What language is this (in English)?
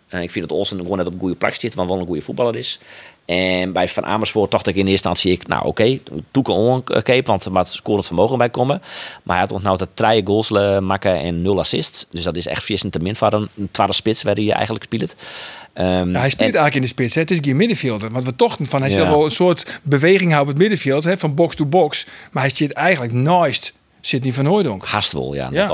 Western Frisian